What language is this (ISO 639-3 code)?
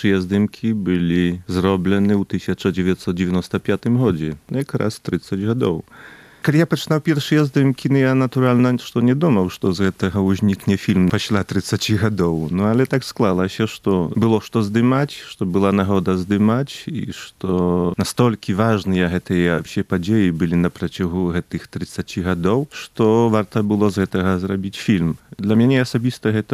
bel